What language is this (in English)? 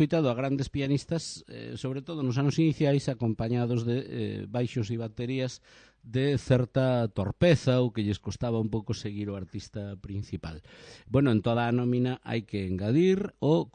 Galician